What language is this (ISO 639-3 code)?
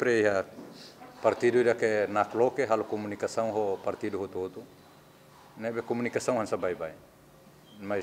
tet